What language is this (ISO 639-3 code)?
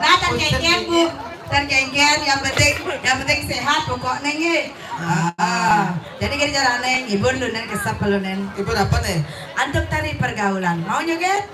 ban